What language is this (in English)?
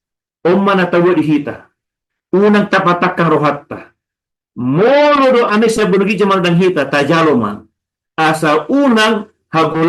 Batak Toba